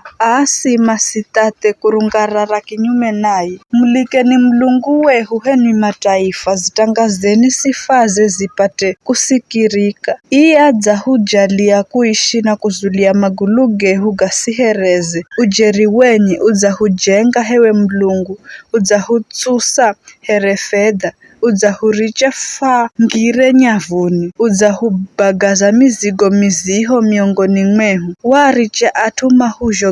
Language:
Giryama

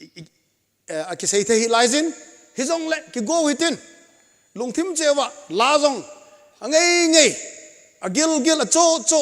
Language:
Thado Chin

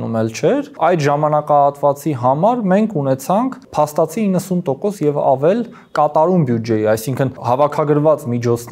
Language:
Armenian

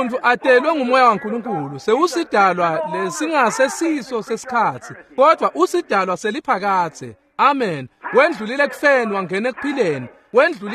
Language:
Swati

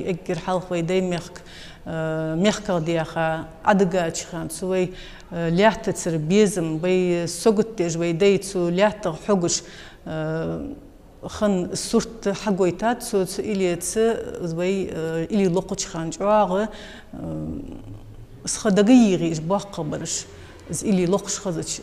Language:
Ingush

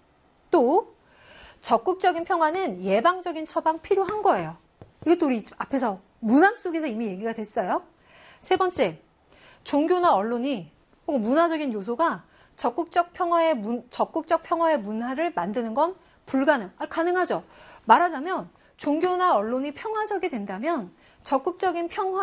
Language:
Korean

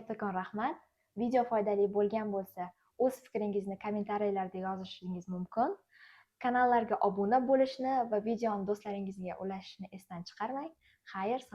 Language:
Uzbek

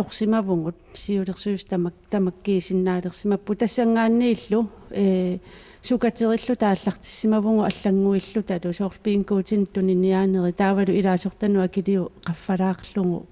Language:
Kalaallisut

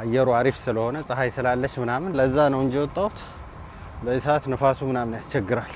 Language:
Amharic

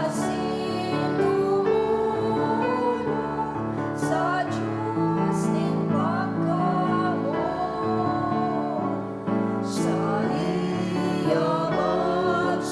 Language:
Bikol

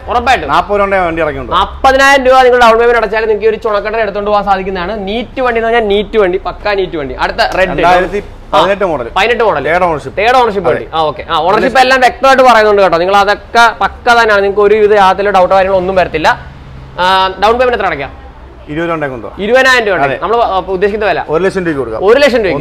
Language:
Malayalam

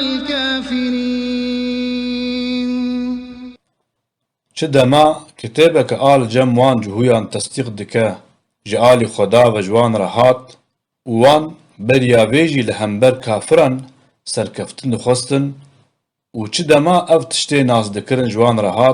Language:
Kurdish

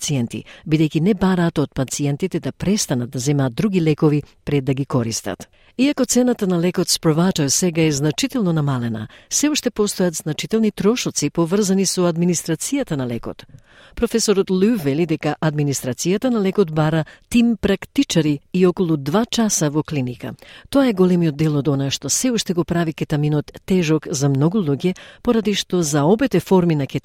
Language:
Macedonian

